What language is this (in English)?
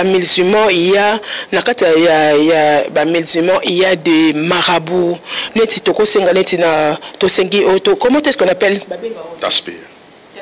Lingala